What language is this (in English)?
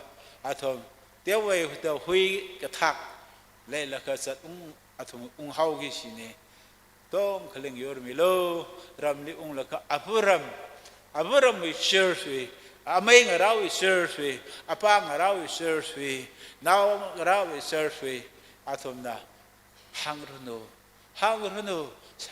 Tangkhul Naga (India)